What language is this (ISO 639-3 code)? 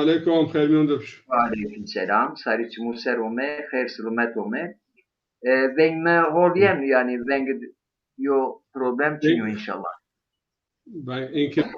zza